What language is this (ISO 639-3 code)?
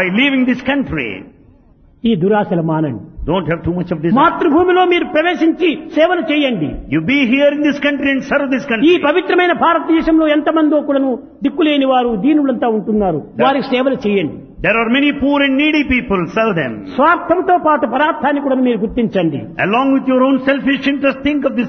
tel